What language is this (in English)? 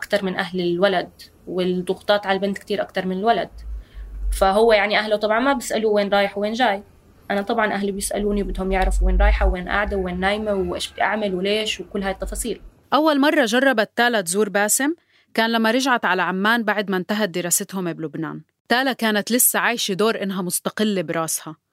North Levantine Arabic